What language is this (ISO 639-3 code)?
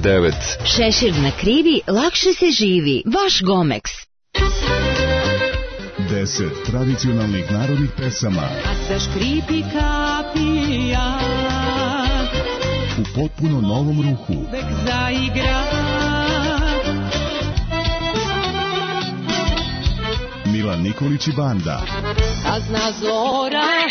srp